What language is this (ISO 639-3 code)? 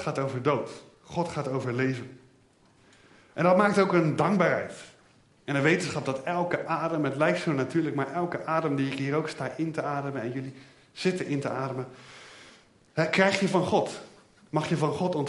nld